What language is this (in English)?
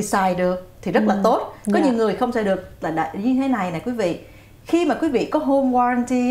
Vietnamese